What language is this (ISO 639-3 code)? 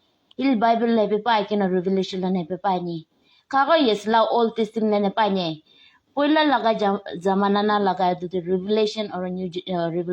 nag